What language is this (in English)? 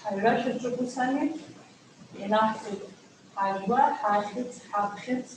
Abkhazian